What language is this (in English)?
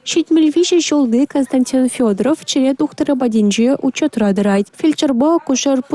Chuvash